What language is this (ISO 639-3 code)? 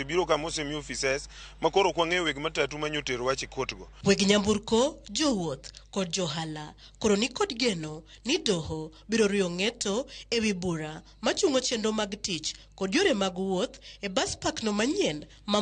luo